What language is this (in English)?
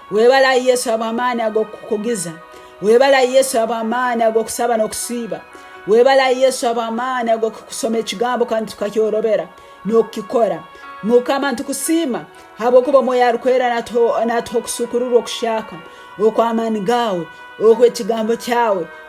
Tooro